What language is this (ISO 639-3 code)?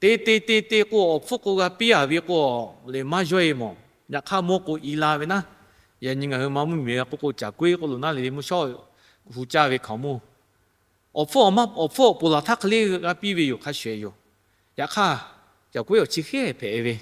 lhu